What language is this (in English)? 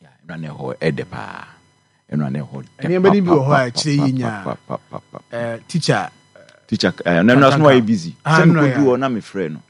Akan